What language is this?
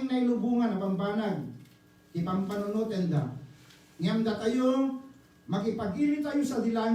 Iloko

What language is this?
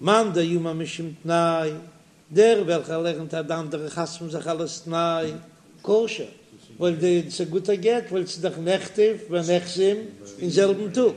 Yiddish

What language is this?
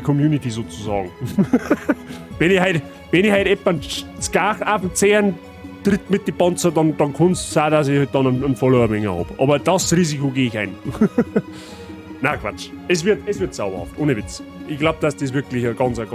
Bavarian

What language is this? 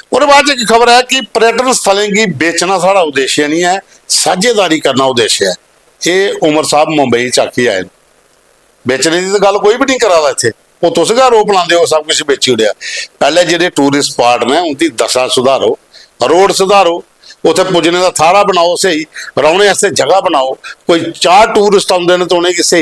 Dogri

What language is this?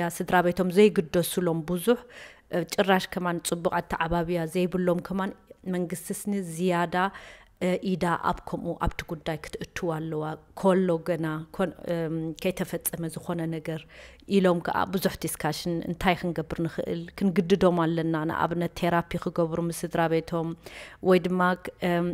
Tigrinya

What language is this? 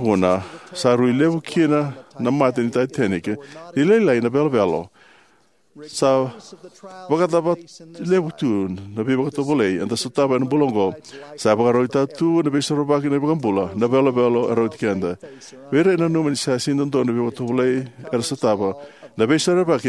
Fijian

